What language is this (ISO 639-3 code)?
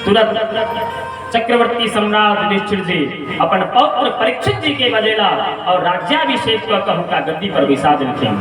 mai